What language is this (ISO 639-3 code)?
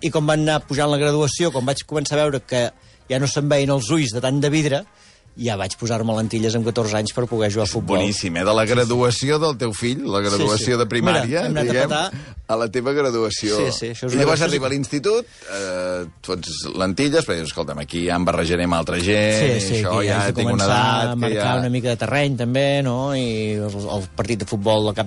cat